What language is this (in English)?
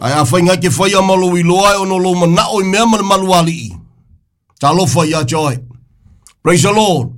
Samoan